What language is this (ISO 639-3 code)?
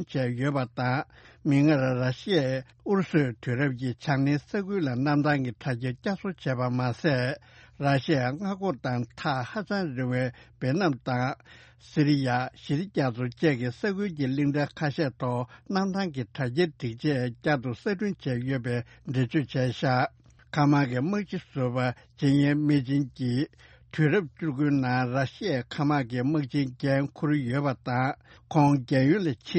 bod